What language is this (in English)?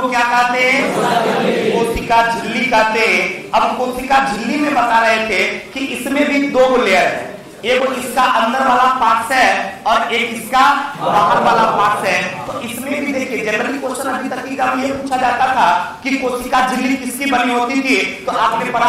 Hindi